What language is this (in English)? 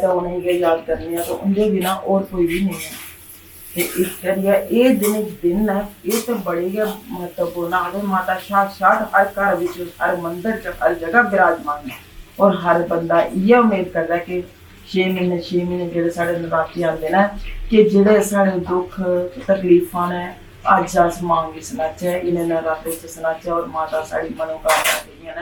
Dogri